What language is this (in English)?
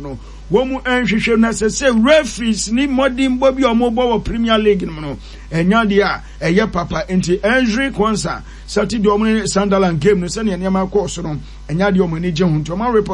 Akan